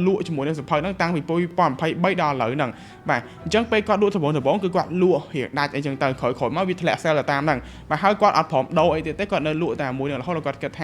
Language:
Khmer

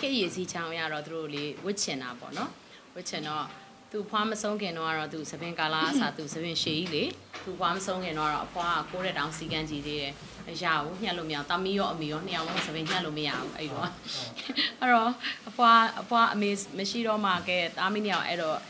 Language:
Burmese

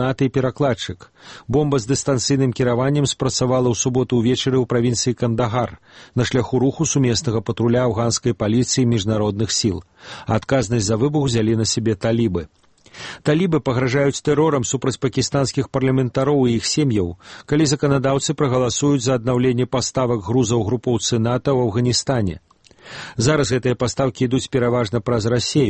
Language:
Belarusian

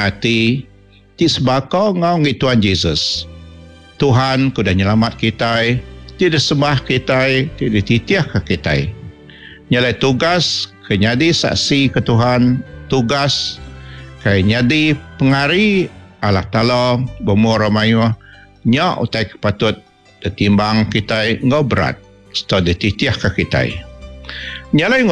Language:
Iban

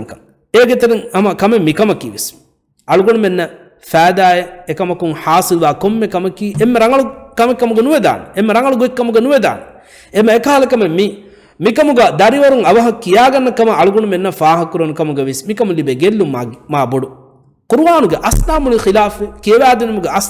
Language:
Divehi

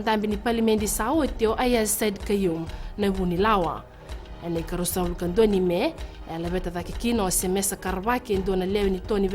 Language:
Fijian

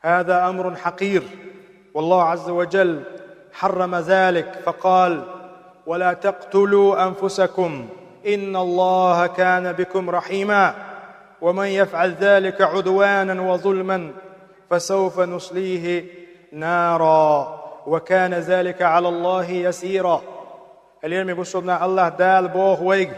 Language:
Chechen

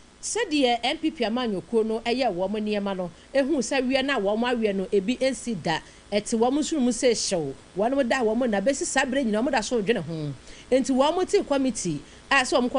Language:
Akan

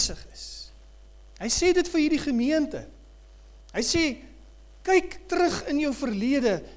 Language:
Afrikaans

